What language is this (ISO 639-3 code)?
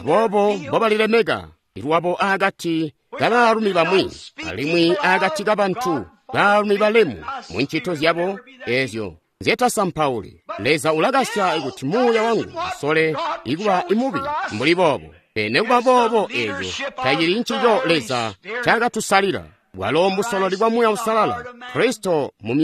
toi